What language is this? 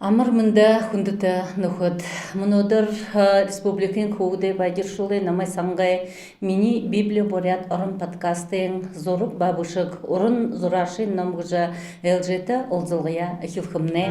Buriat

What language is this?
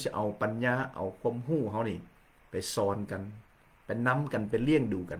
Lao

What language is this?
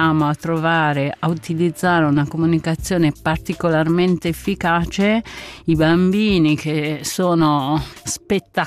Italian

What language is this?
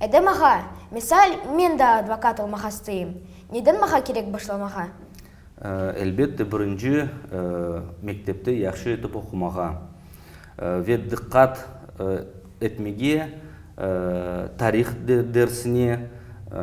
Crimean Tatar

